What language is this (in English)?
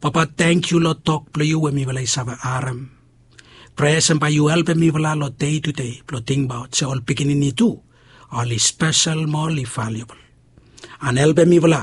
Bislama